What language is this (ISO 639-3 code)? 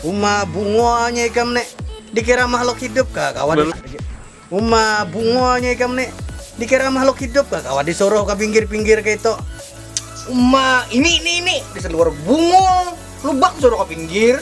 bjn